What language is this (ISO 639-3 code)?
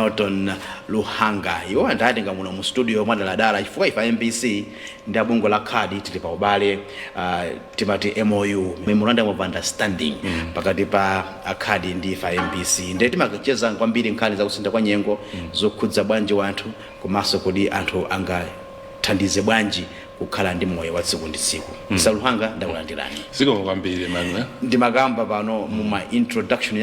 nya